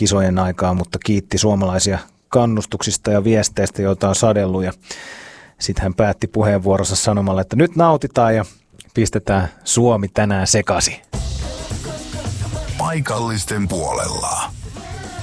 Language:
Finnish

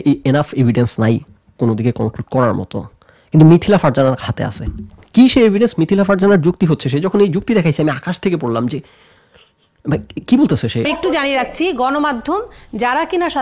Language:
Bangla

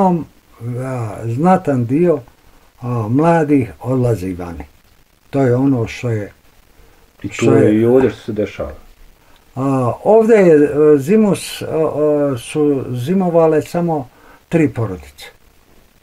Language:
Bosnian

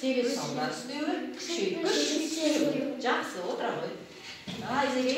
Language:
Kazakh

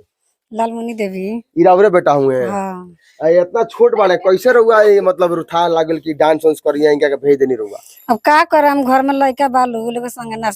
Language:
Bhojpuri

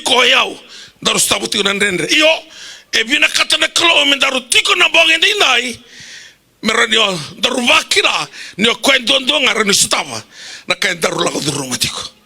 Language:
Fijian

